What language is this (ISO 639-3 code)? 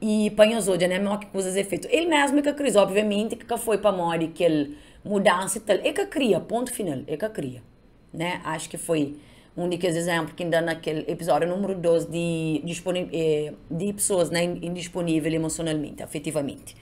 kea